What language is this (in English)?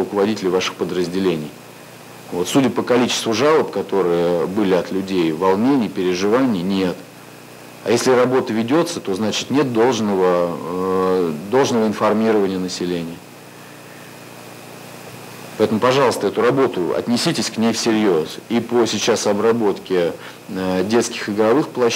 Russian